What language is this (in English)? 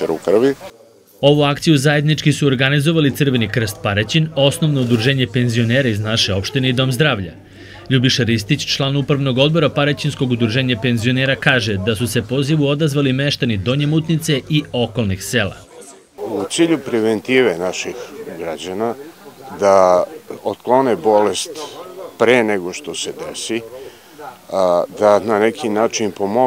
Serbian